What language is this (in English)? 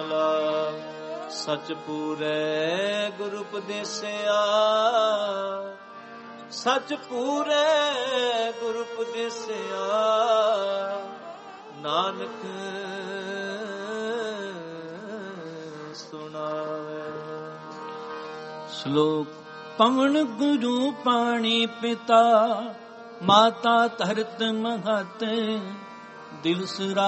Punjabi